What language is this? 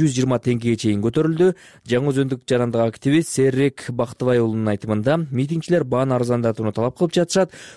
Kyrgyz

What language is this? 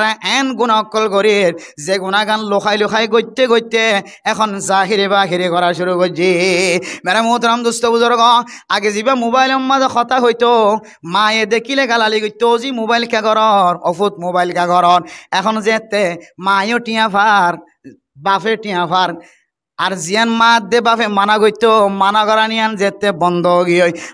Rohingya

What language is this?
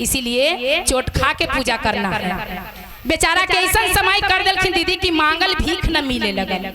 Magahi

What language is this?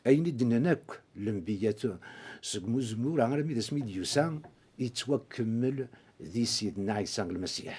Kabyle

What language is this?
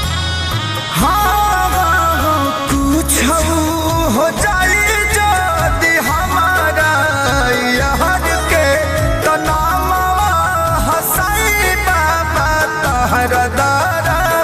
Bhojpuri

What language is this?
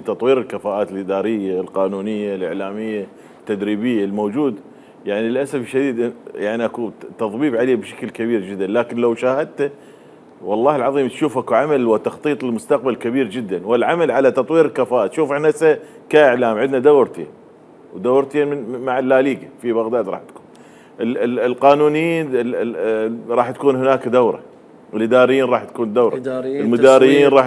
Mesopotamian Arabic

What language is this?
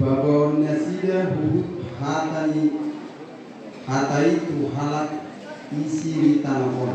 Batak Toba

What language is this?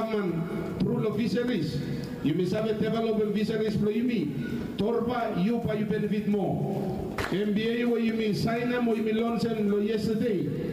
Bislama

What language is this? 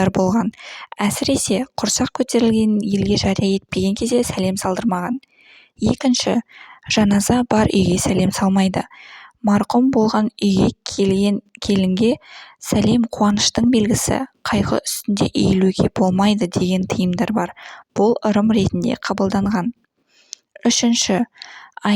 Kazakh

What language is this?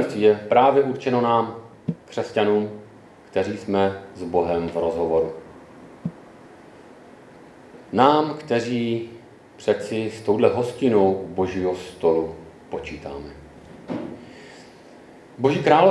Czech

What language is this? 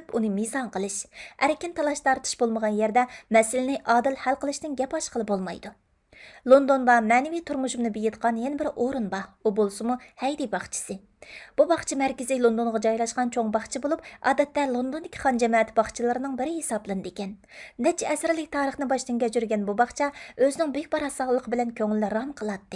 Uyghur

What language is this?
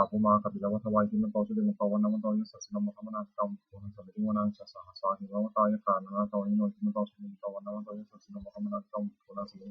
Pali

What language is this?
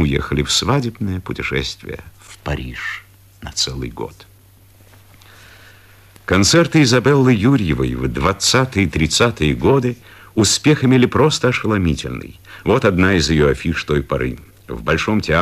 Russian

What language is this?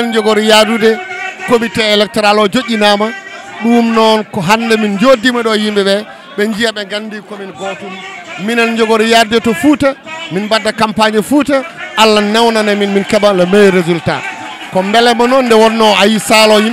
Fula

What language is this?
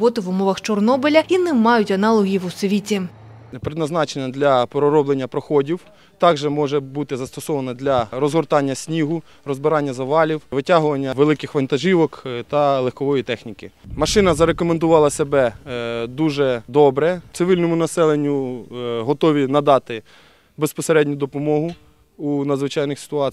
Ukrainian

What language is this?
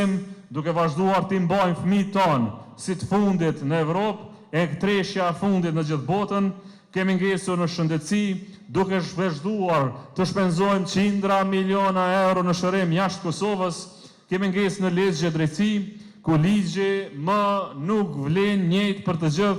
Albanian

